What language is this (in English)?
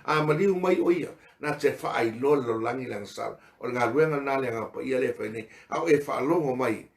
Samoan